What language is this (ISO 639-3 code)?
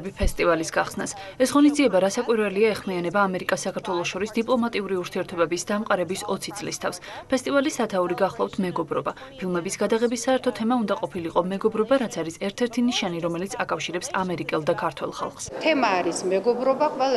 kat